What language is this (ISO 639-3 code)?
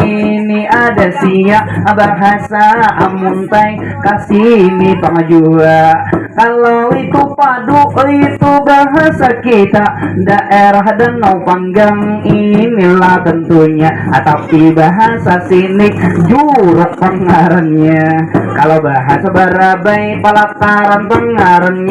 bjn